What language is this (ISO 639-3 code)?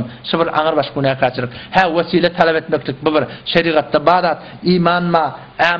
tuk